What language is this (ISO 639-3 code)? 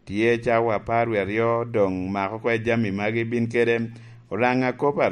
laj